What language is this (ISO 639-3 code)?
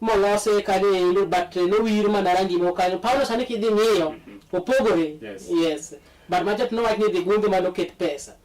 luo